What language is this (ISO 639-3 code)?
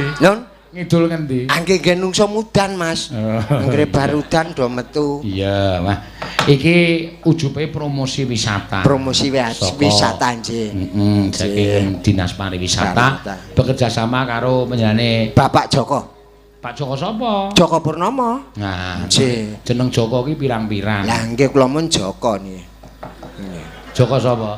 jav